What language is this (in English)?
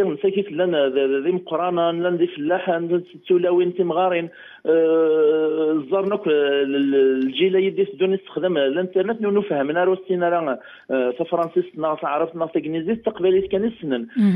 Kabyle